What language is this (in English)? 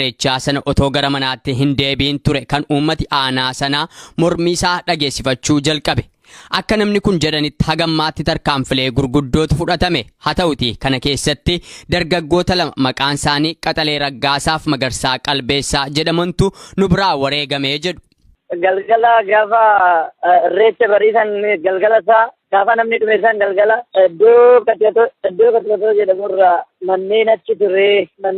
Oromo